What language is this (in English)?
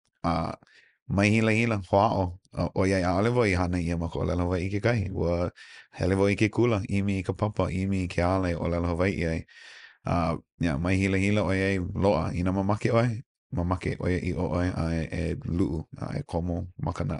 Hawaiian